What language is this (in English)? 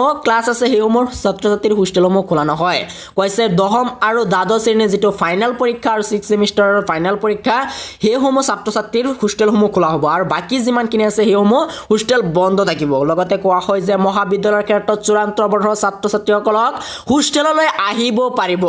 Assamese